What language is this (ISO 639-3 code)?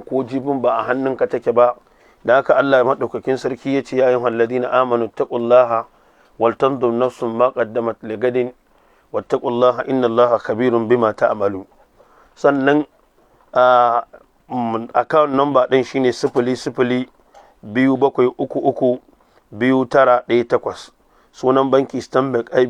hau